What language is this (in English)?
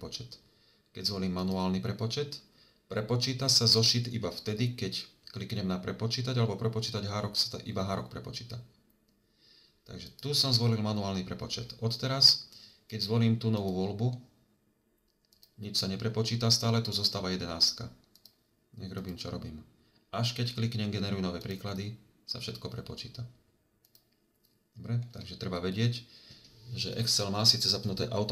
Slovak